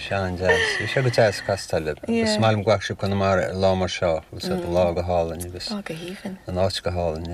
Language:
Irish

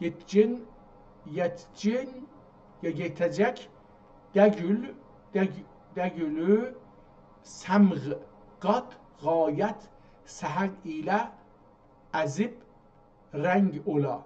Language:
South Azerbaijani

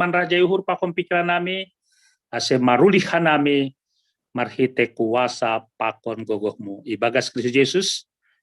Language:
Batak Simalungun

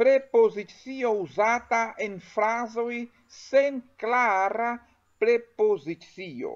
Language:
Esperanto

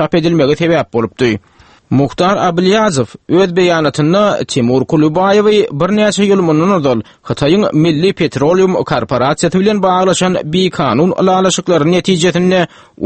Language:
Turkmen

